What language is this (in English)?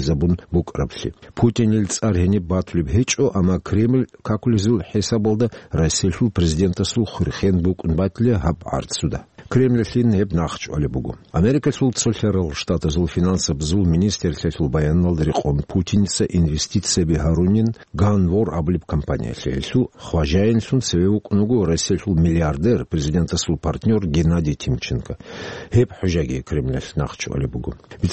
Avaric